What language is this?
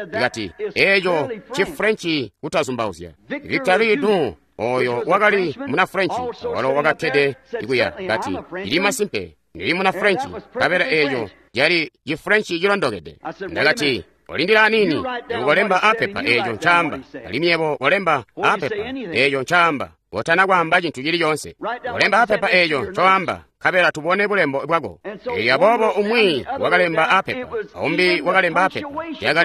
Tonga (Zambia)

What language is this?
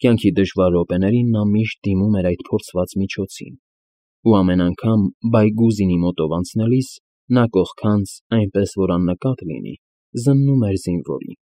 Armenian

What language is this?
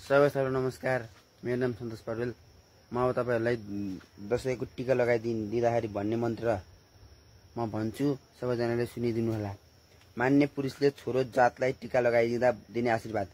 Nepali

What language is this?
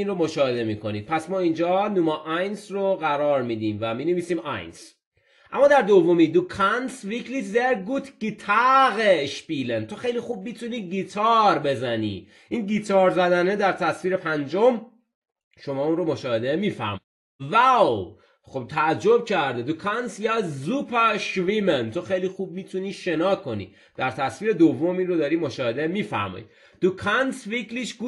Persian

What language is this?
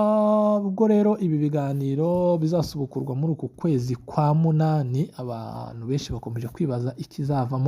Kinyarwanda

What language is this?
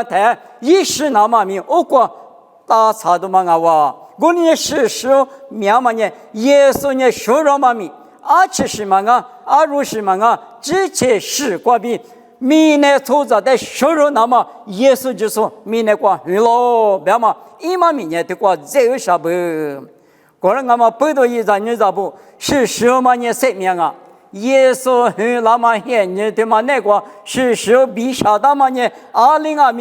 Lisu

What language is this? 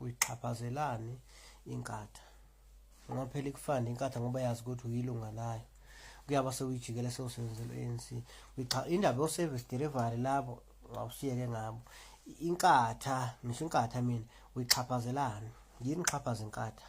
Zulu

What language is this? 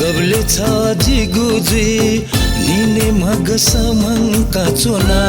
Newari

